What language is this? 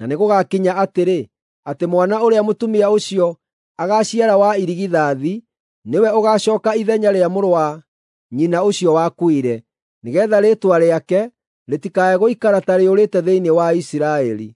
Kikuyu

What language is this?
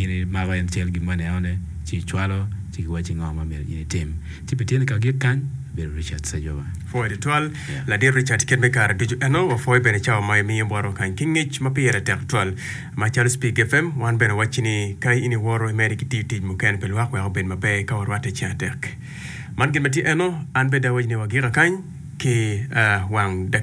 Acoli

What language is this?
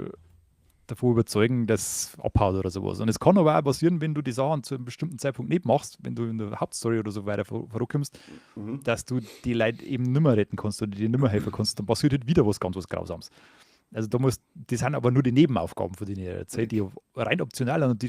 Bavarian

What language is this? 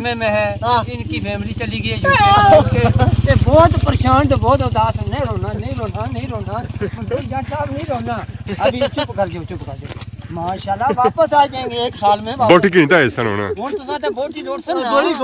Pahari-Potwari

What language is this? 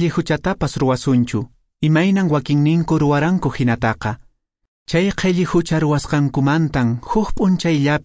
Quechua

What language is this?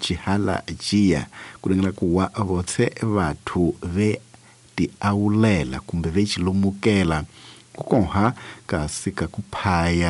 Tsonga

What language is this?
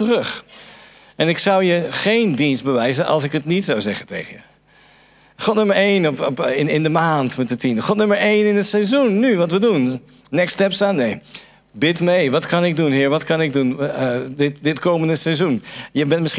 Dutch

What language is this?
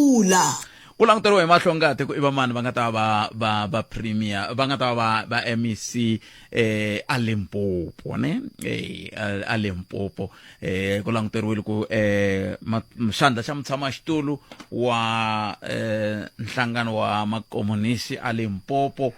Tsonga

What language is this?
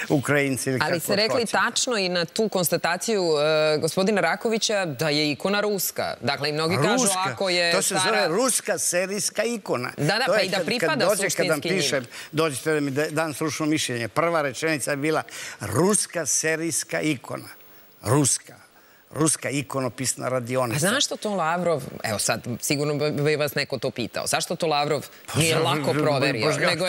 Serbian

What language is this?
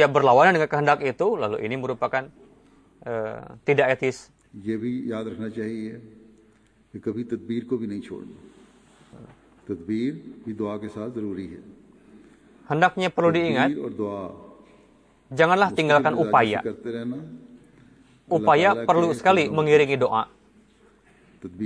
Indonesian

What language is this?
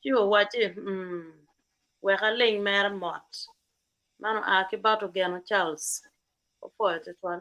Acoli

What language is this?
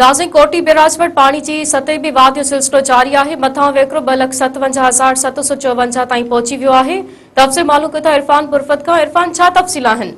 Sindhi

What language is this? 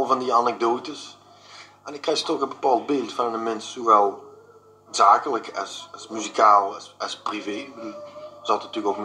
Limburgish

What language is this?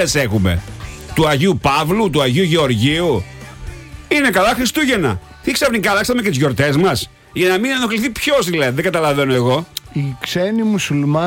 Greek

